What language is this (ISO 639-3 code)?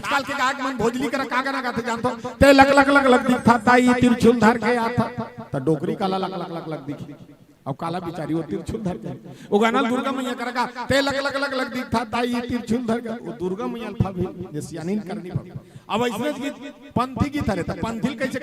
hne